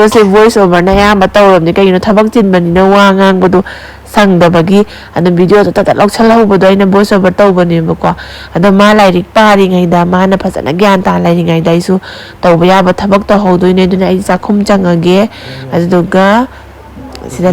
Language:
Manipuri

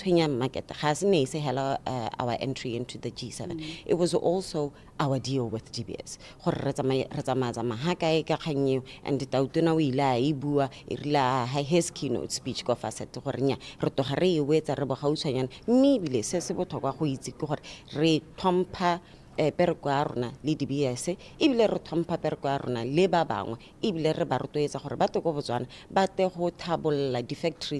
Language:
Tswana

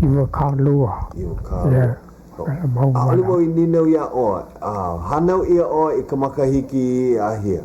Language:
Hawaiian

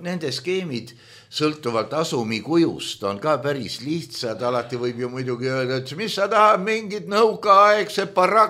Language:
Estonian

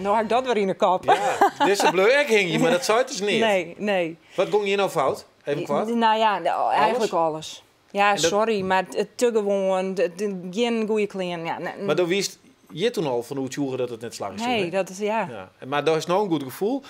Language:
Western Frisian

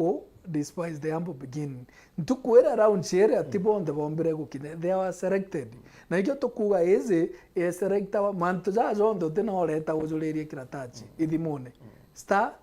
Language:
Meru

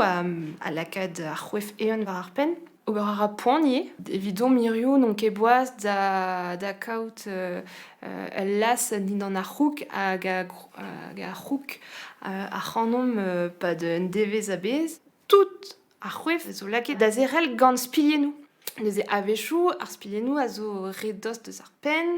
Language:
Breton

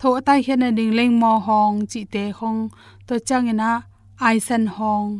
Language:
Tedim Chin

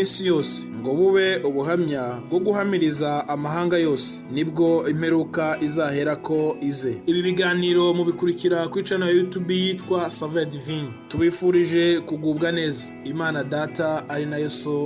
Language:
Kinyarwanda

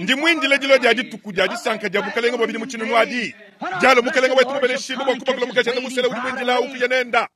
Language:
Luba-Lulua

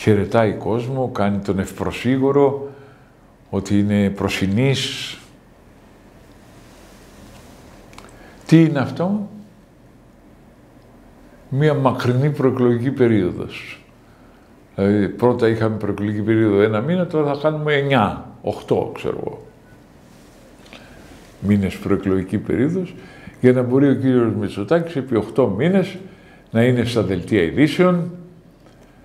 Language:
Greek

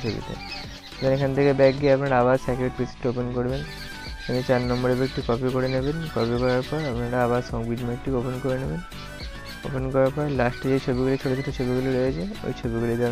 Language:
Bangla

